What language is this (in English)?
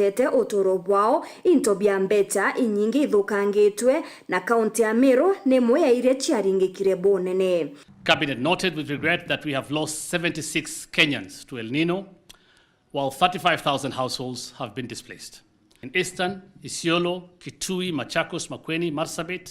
Meru